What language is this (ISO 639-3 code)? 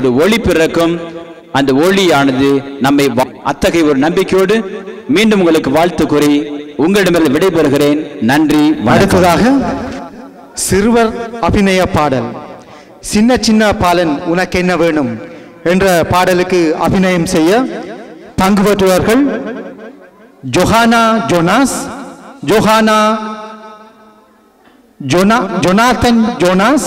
tam